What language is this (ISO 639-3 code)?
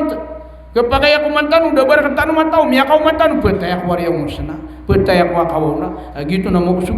mrw